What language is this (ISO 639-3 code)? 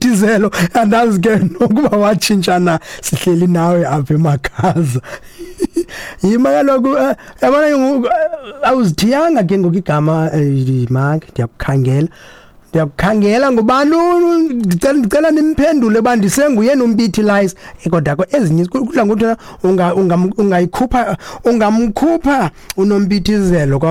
xho